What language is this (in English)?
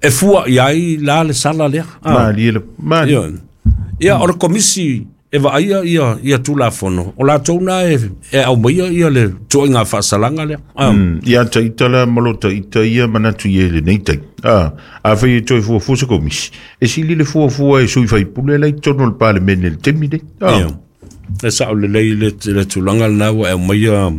Samoan